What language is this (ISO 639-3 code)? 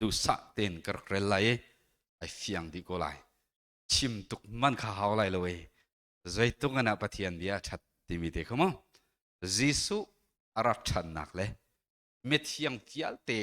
cnh